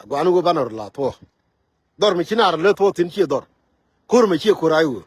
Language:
Nuer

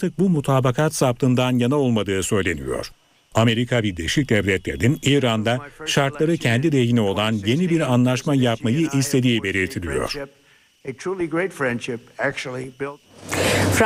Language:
Turkish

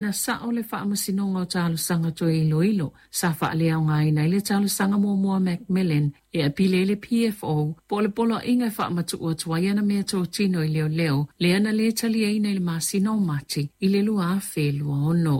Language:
Samoan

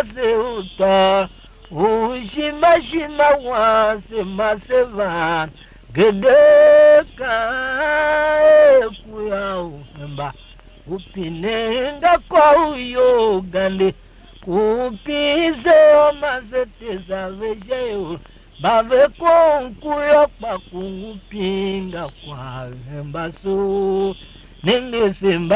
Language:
Tiv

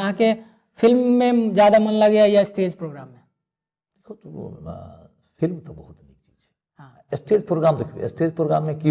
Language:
Maithili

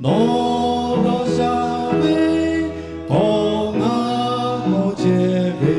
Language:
Lahu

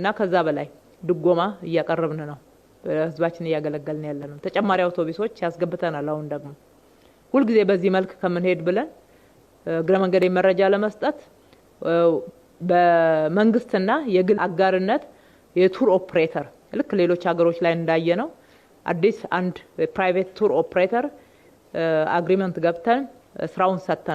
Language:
Amharic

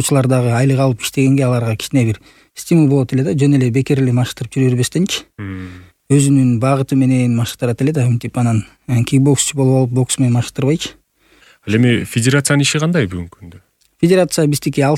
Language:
Kyrgyz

